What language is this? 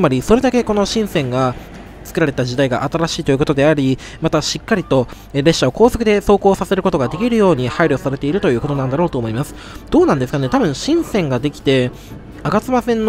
Japanese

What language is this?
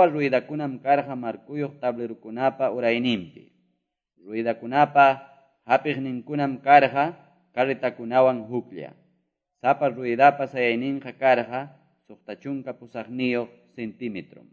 Quechua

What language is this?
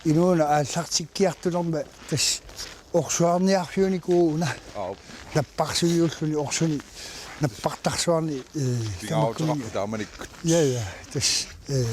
Kalaallisut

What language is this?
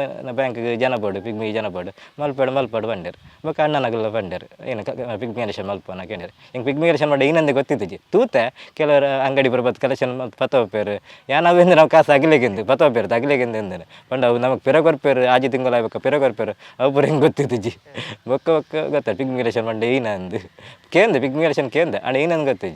Tulu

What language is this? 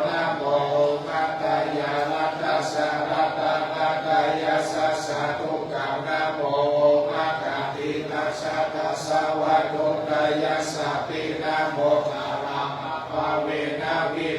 Pali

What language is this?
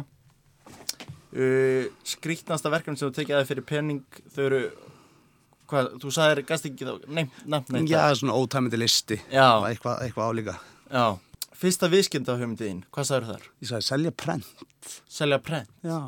Icelandic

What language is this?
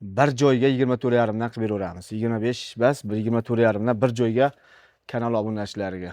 Uzbek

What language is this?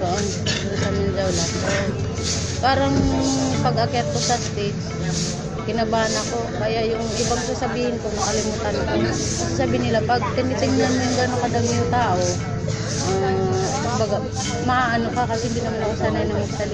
Filipino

